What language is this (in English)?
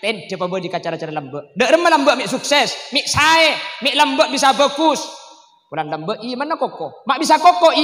Madurese